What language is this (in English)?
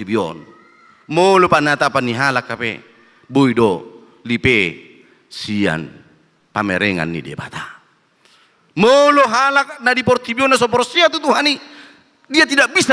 Batak Toba